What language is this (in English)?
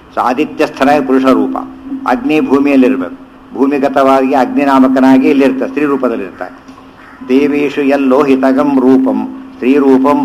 Kannada